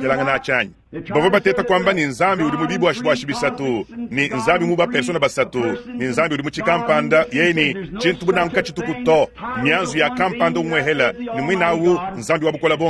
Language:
Luba-Lulua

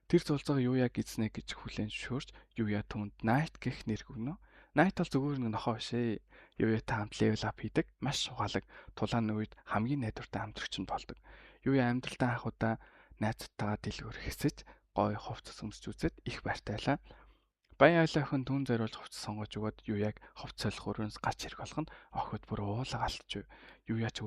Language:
Mongolian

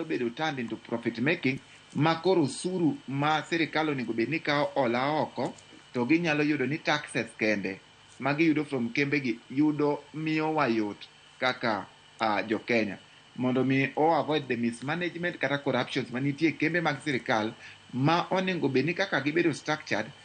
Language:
Luo (Kenya and Tanzania)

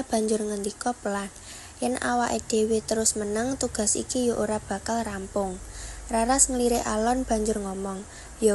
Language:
Javanese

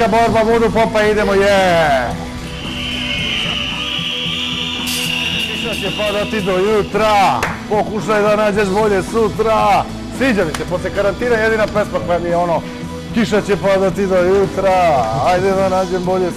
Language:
Serbian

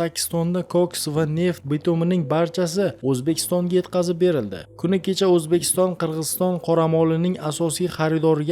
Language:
Uzbek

